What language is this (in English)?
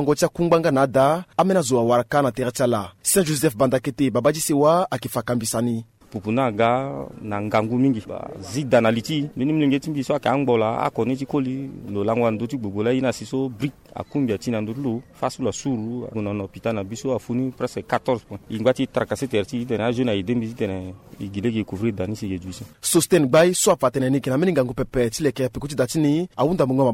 Sango